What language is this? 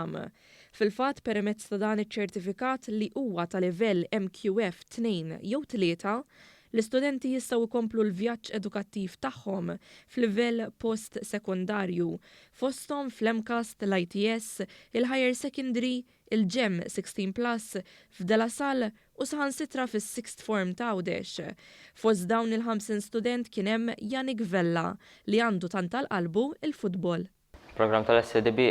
Maltese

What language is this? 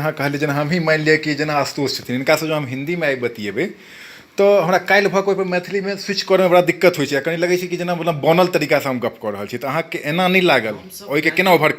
Maithili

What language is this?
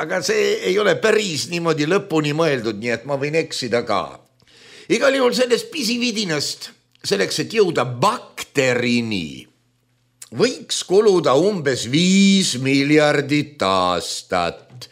Estonian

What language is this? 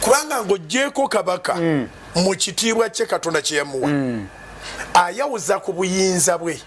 Ganda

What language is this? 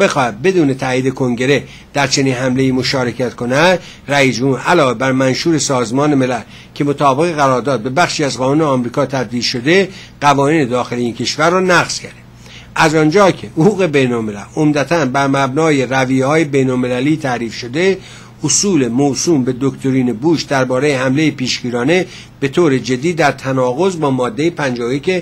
Persian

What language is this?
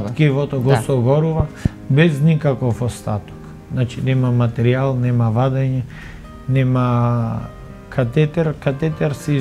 Macedonian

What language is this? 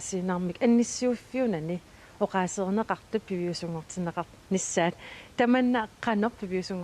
Kalaallisut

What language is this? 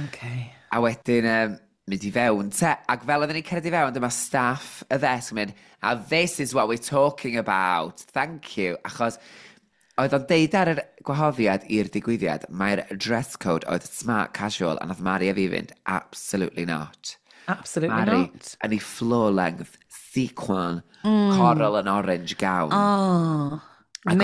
Welsh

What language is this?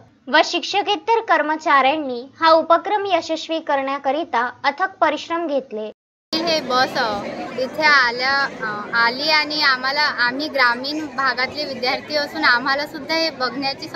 Marathi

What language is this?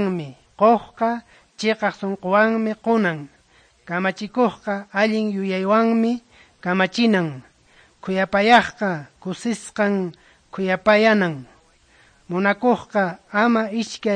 Quechua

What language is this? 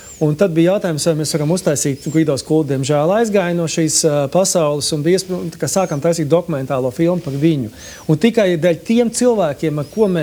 Latvian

